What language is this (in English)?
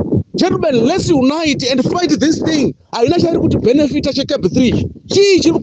Shona